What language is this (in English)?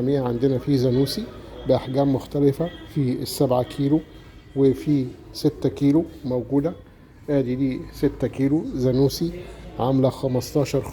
Egyptian Arabic